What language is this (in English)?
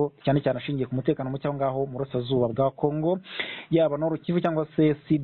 Kinyarwanda